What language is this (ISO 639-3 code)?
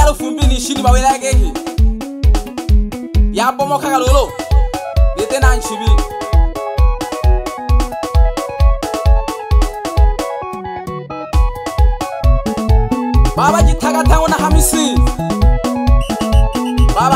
swa